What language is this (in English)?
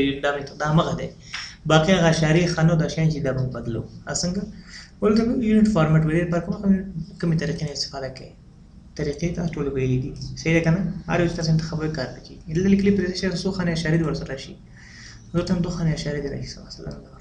Pashto